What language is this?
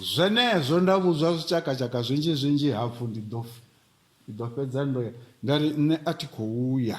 Venda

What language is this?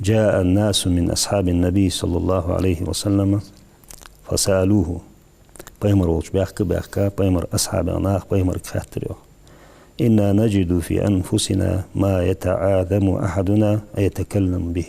Ingush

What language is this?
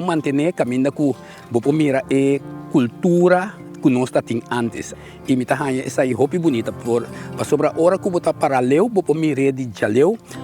Papiamento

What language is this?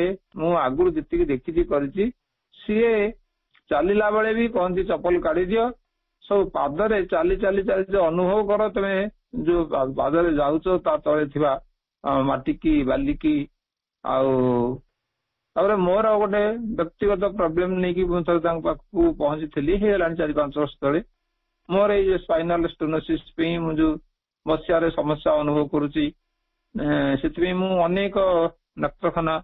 Odia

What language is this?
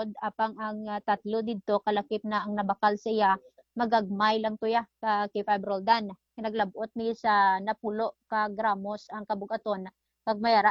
Hiligaynon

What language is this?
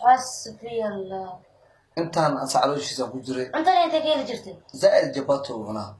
Somali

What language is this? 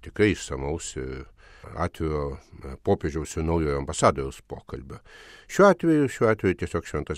Lithuanian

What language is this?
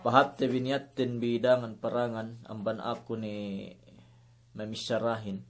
Yakan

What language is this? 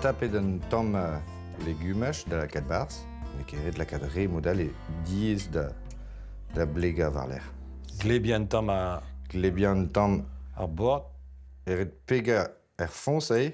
Breton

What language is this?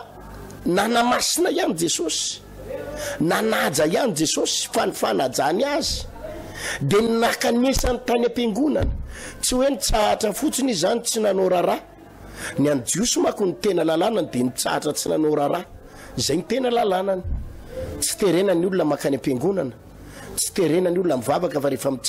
Malagasy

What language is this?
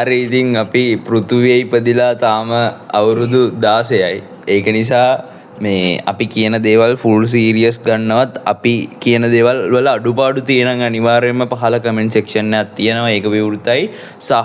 Sinhala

